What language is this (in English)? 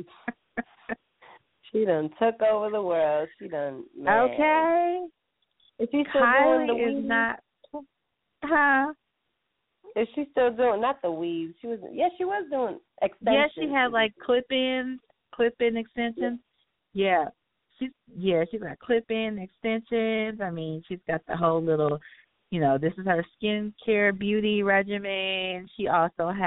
English